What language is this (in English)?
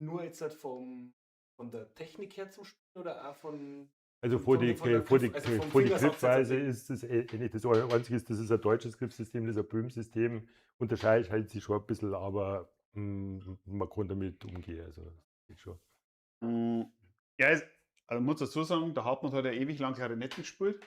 Bavarian